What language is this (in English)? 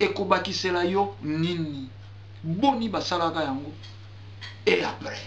Lingala